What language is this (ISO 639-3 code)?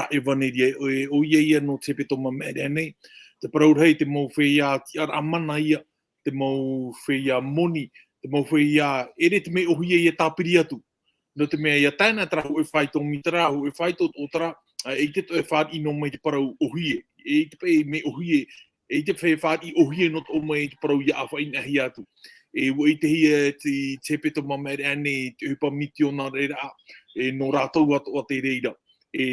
tah